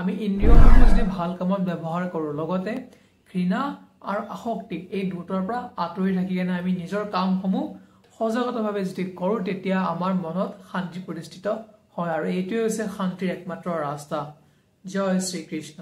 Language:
Assamese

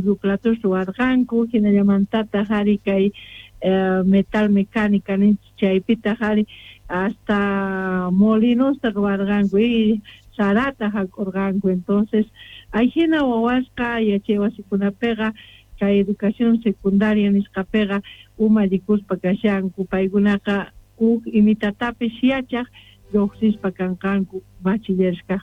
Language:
South Bolivian Quechua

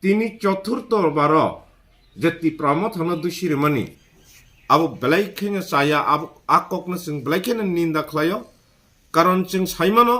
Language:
Kok Borok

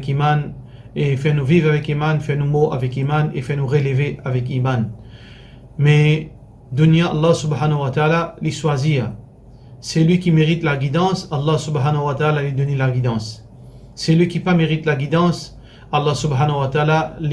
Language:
Morisyen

